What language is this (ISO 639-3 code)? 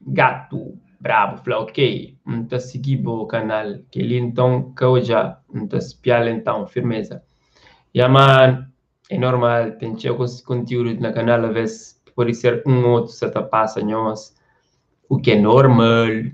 kea